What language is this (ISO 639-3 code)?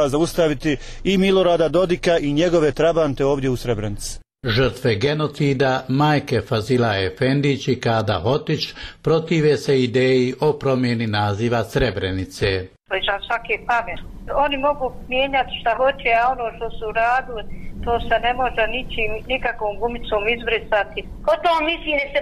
bos